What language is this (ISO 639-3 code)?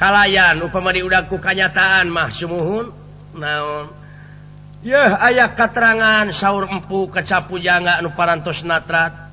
sun